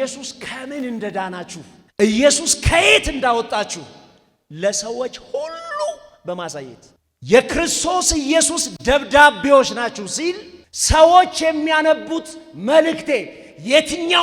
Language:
Amharic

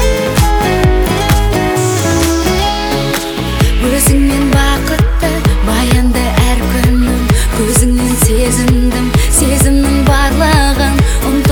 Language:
Kazakh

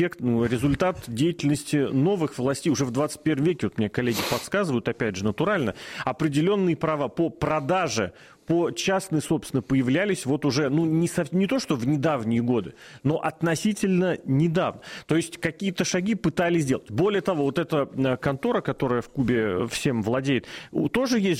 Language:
Russian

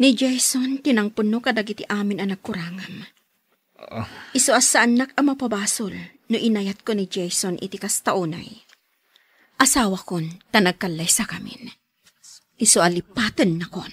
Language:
Iloko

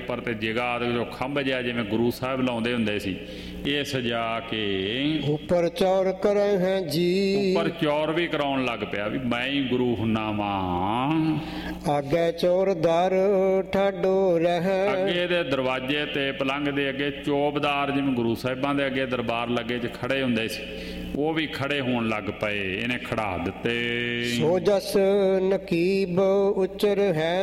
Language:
Punjabi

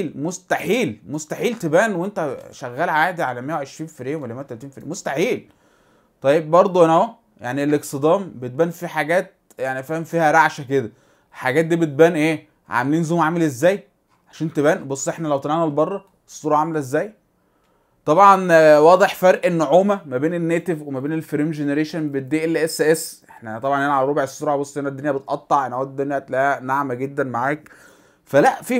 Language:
Egyptian Arabic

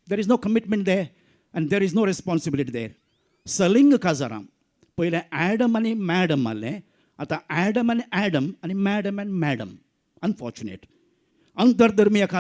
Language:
Konkani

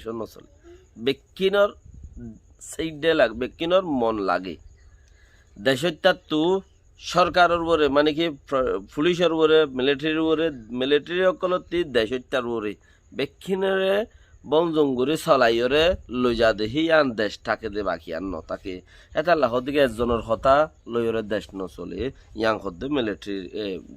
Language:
Rohingya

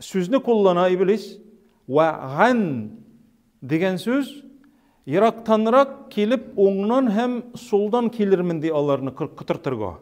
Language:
Tatar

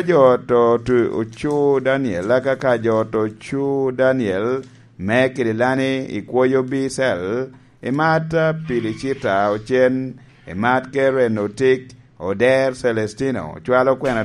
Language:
Lango (Uganda)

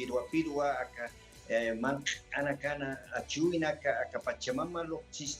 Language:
Aymara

